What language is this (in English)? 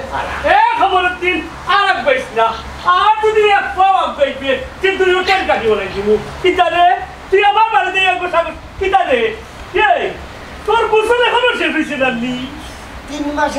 Sylheti